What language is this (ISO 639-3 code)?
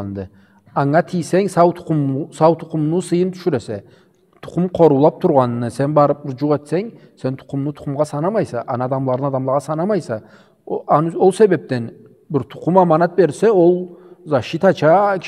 krc